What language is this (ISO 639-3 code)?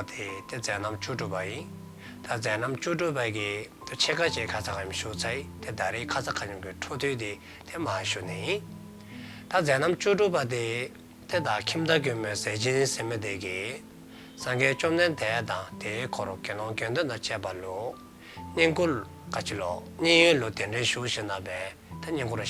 dzo